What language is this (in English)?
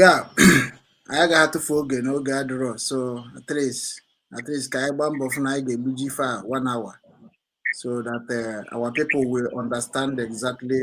Igbo